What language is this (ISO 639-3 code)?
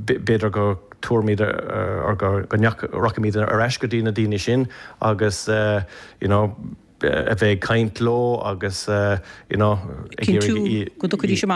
gle